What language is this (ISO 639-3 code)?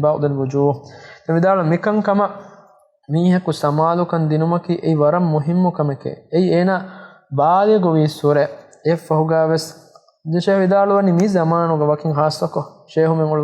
div